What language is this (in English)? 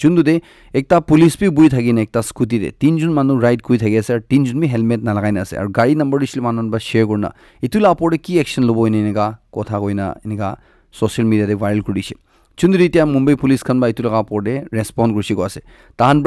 Naga Pidgin